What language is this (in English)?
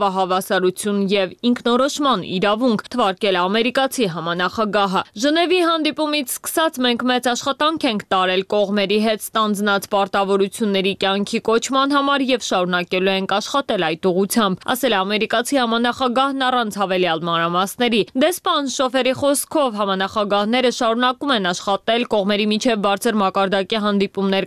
Armenian